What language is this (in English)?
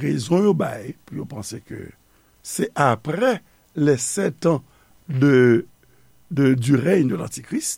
Haitian Creole